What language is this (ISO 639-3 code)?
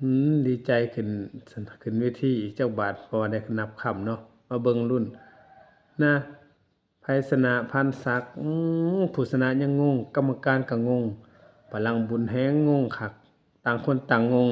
tts